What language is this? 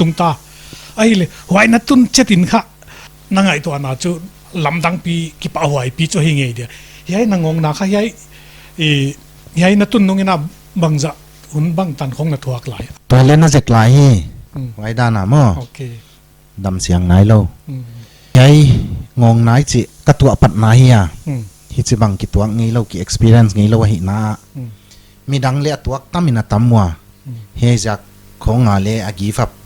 Paite Chin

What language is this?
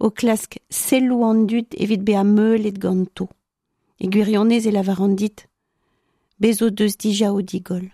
Breton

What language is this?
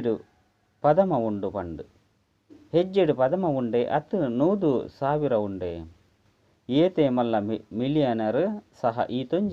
Tulu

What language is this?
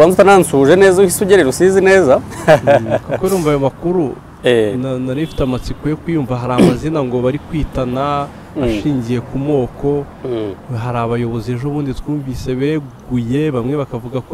Kinyarwanda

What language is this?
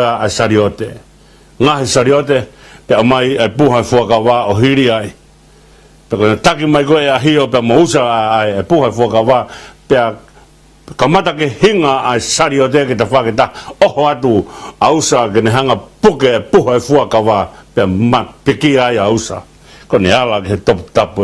Tongan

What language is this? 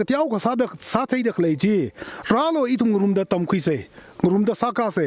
Tangkhul Naga (India)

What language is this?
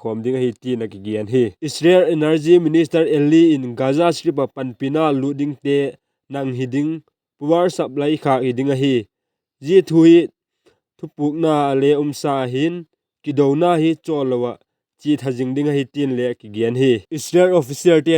Vaiphei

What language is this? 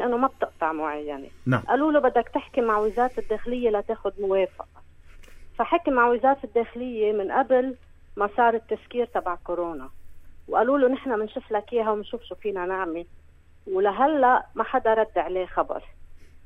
North Levantine Arabic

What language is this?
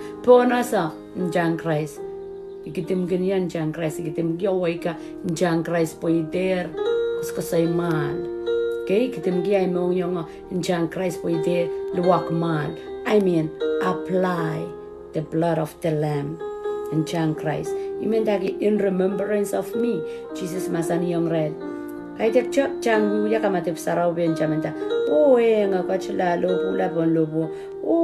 Pohnpeian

